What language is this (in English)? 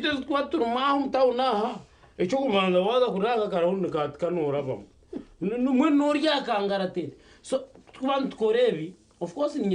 Nyankole